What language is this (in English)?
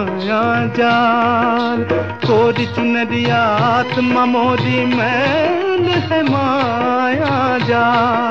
Hindi